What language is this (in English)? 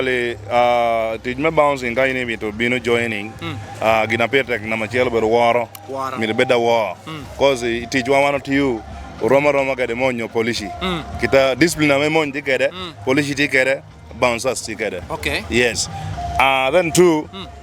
Lango (Uganda)